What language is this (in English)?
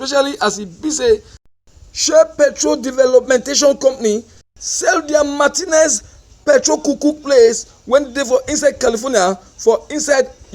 Nigerian Pidgin